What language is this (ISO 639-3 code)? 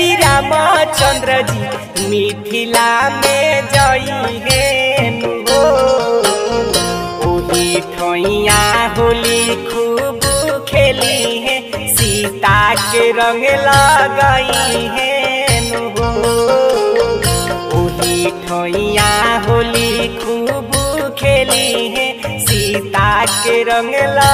bho